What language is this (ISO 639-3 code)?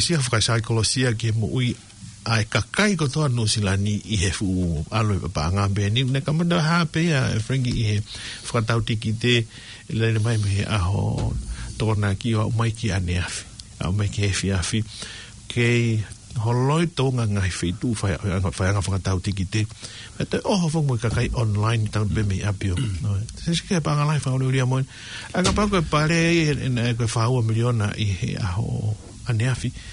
ton